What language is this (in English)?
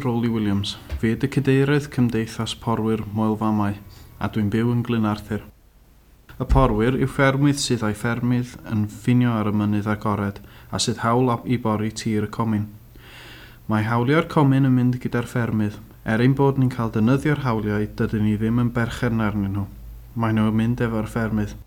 Welsh